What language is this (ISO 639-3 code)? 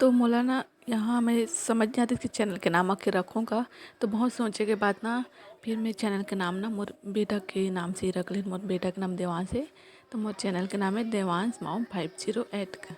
hne